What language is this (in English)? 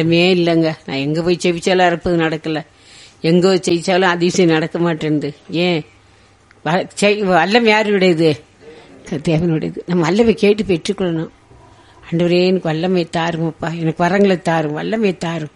Tamil